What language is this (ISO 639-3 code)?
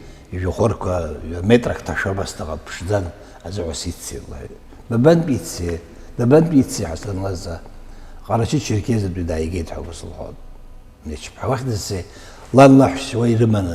abk